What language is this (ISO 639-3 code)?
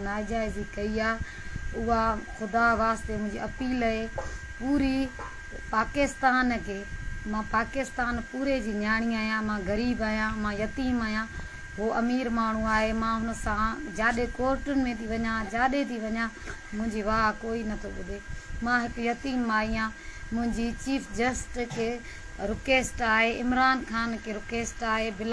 snd